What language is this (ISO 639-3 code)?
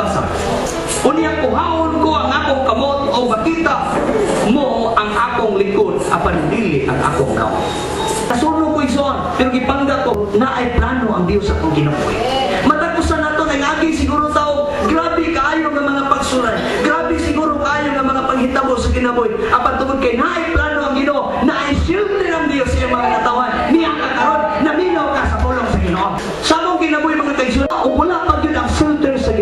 ceb